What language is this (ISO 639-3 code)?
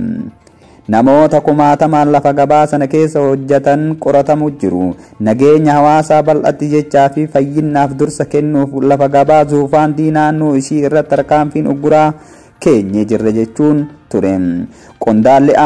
orm